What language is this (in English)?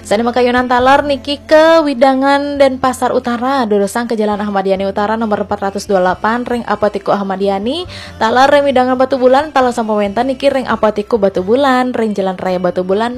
Balinese